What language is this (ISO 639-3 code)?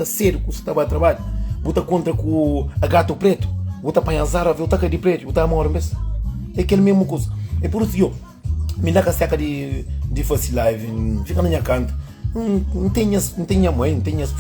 kea